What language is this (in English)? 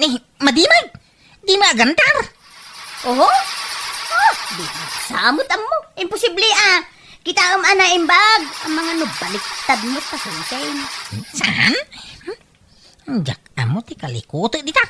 Iloko